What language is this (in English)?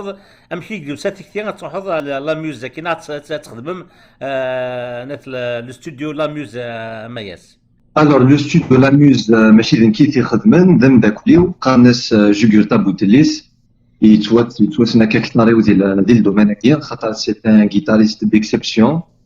Kabyle